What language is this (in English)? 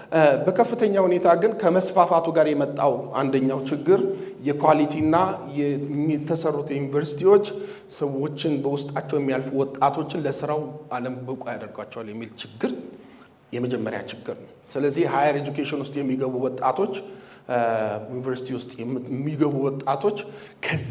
Amharic